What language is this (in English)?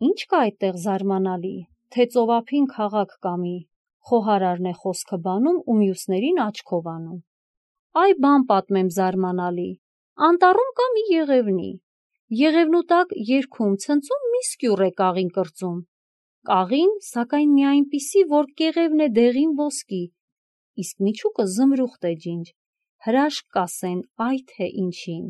Armenian